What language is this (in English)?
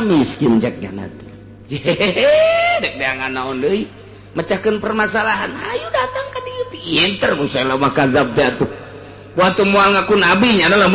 Sundanese